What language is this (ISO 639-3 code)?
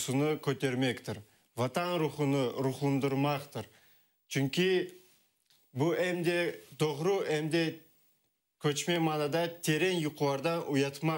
crh